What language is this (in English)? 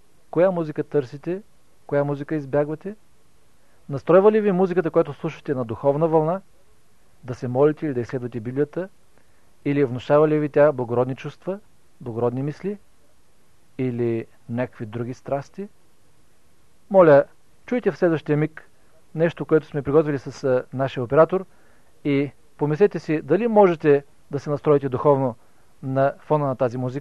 Bulgarian